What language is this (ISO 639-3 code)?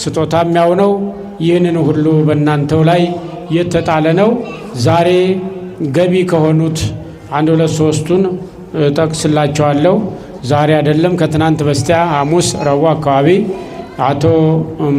amh